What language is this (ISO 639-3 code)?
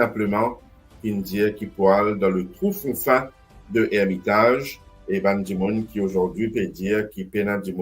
mfe